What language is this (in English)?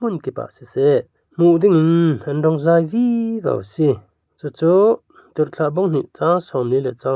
Falam Chin